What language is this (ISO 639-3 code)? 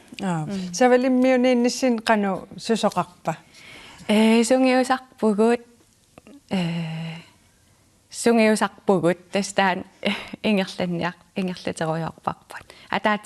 kal